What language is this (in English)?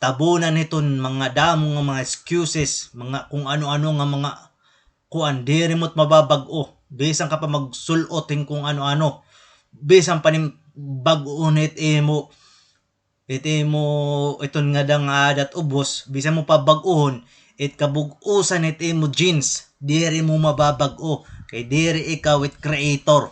Waray